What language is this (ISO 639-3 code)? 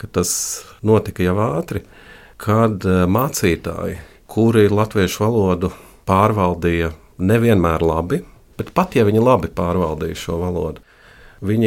lav